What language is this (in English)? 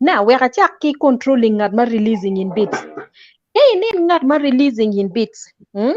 Acoli